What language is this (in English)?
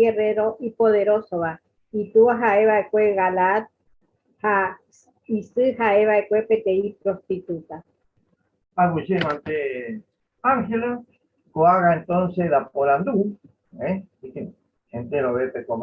Guarani